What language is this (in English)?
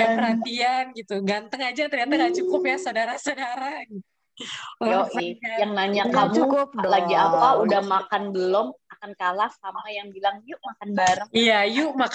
Indonesian